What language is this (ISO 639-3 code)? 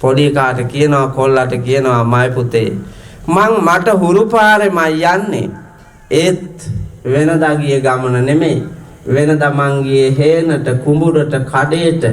sin